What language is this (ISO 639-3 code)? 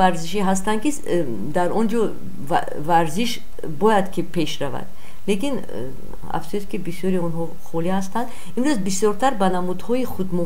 tgk